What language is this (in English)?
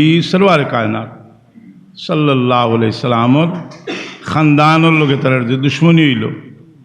Sylheti